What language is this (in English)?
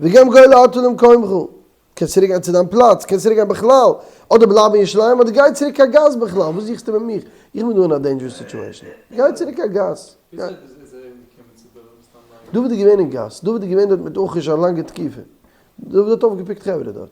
Yiddish